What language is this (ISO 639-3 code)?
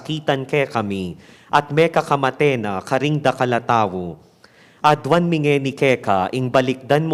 pam